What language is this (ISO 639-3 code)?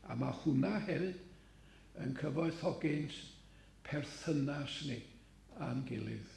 cym